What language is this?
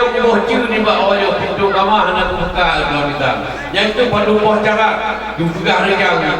Achinese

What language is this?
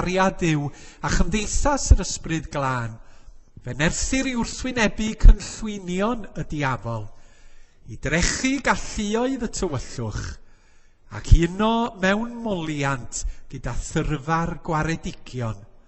Welsh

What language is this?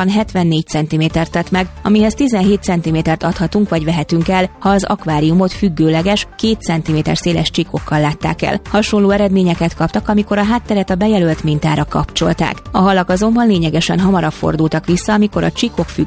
Hungarian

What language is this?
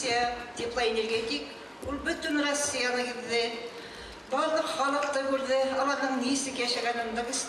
Bashkir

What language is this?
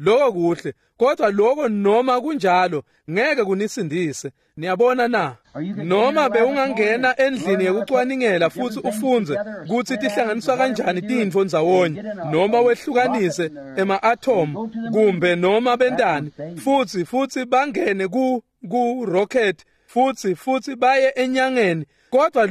Swati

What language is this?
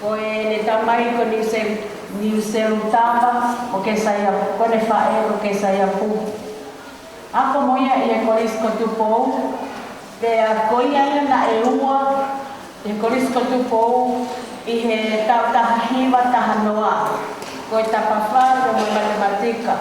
Tongan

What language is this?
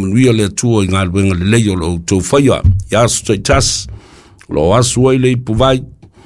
Samoan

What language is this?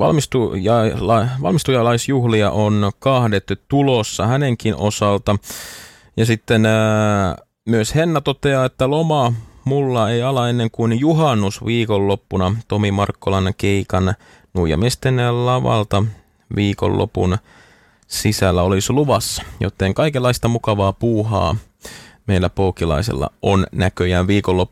Finnish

